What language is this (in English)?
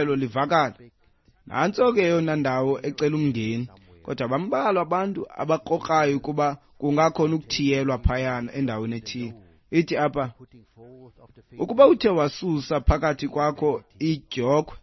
Xhosa